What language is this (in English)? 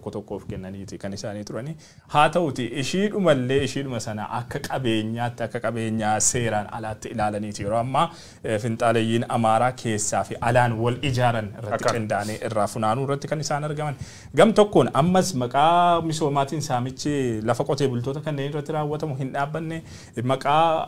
Oromo